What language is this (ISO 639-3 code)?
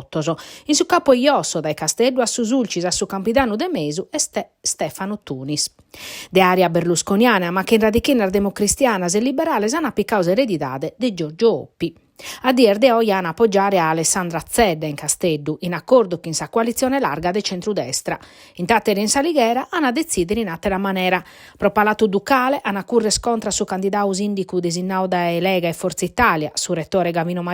srd